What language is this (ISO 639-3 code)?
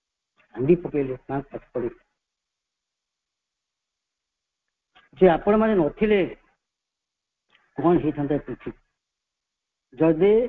ori